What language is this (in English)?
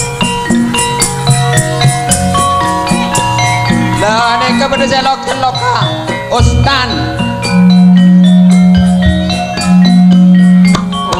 Madurese